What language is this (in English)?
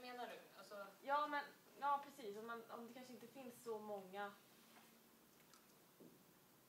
Swedish